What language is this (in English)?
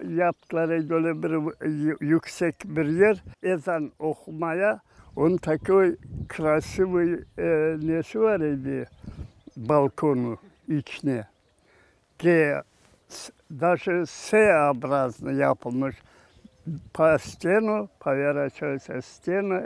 Crimean Tatar